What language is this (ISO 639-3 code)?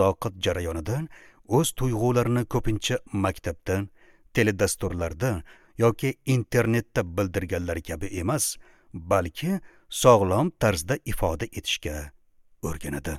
uzb